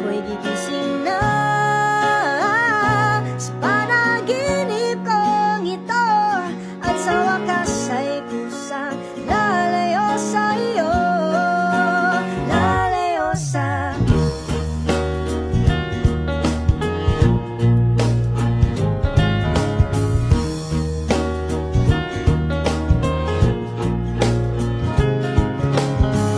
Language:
Filipino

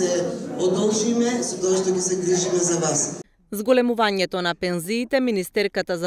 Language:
Macedonian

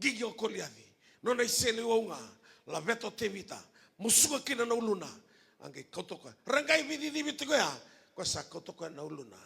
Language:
Fijian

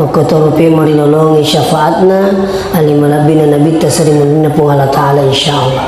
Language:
Buginese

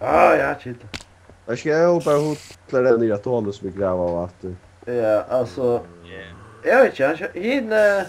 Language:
Faroese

